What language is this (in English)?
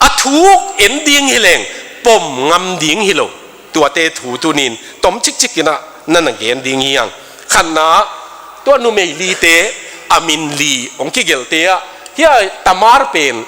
Tedim Chin